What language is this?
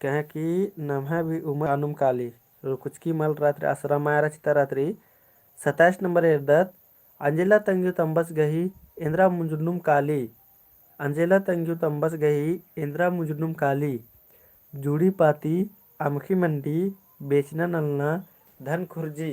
Kurukh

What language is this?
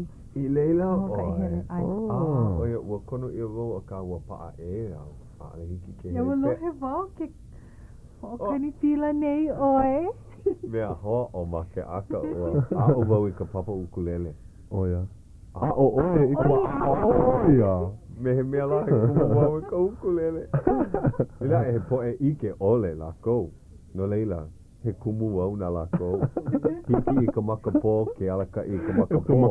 Hawaiian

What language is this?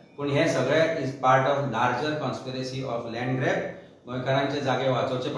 Konkani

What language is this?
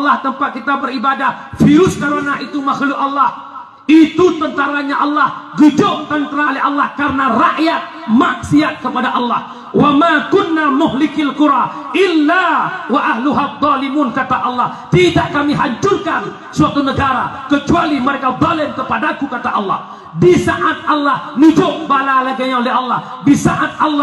Achinese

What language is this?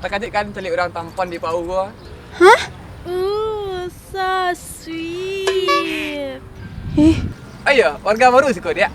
Minangkabau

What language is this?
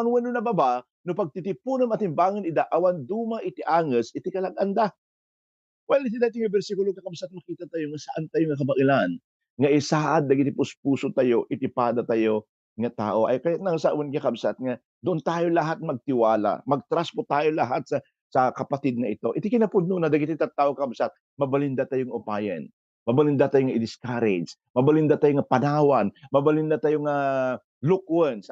Iloko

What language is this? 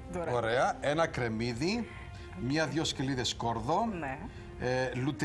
Greek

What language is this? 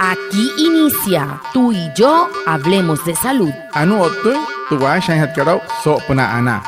Wayuu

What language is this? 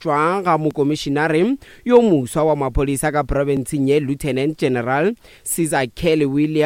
Northern Sotho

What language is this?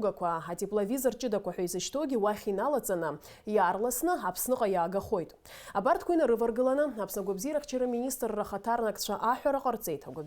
Abkhazian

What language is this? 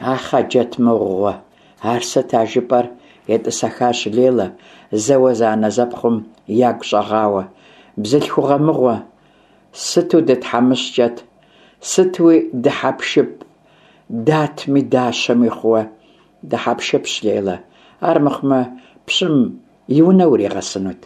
Kabardian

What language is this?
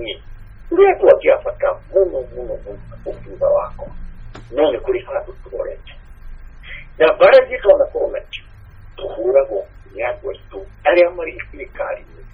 Kikuyu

